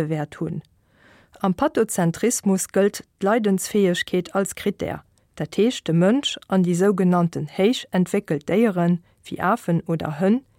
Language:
Luxembourgish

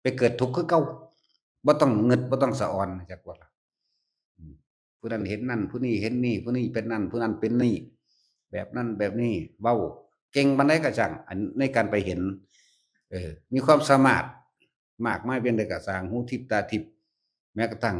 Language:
Northeastern Thai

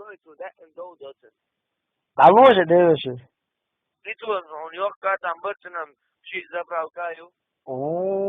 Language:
Chechen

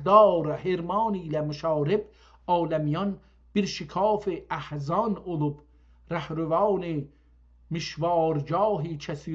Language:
South Azerbaijani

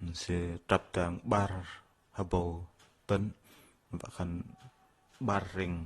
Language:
Bahnar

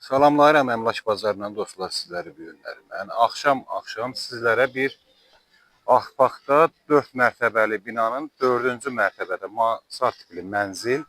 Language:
Azerbaijani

